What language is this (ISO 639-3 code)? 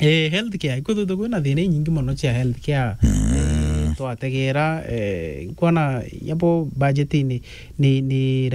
mer